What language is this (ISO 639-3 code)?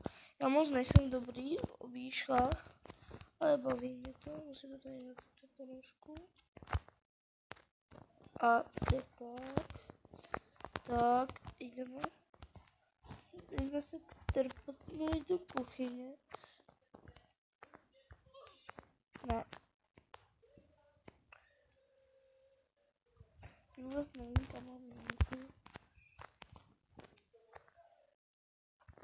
ces